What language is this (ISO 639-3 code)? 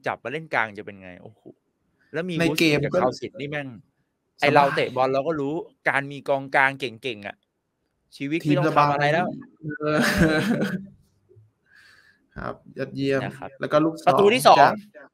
tha